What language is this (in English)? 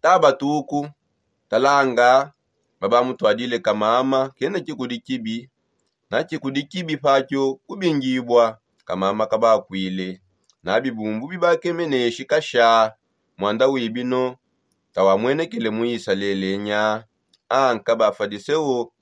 Songe